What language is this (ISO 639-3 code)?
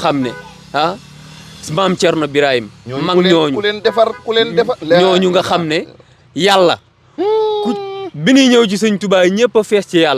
wol